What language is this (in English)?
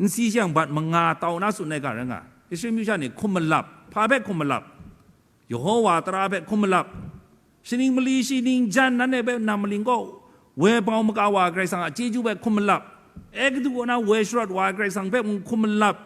Kachin